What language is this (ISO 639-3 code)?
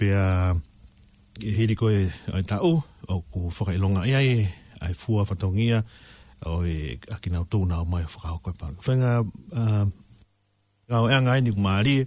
ton